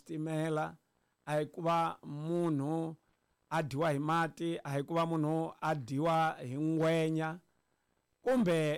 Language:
Tsonga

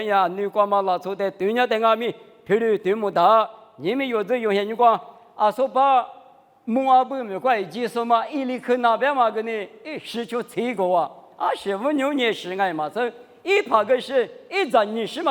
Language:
Lisu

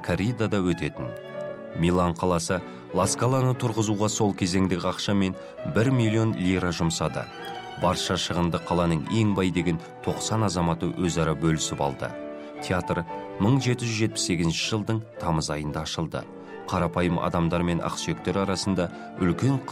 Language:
Kazakh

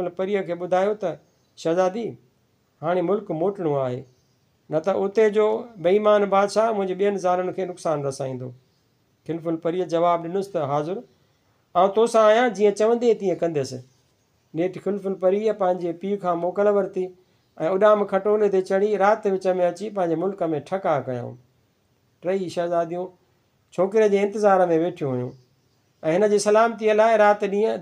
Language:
Sindhi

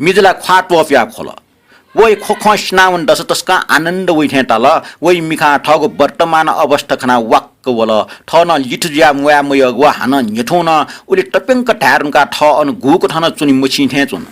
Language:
Newari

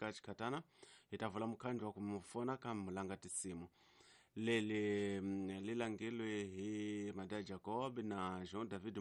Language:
Tsonga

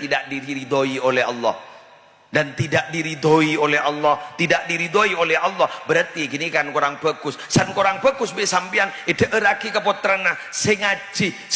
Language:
Madurese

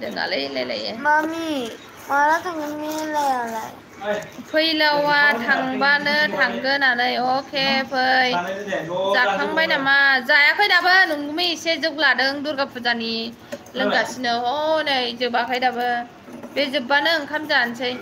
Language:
Bodo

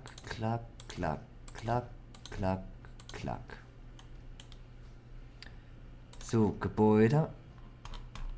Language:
German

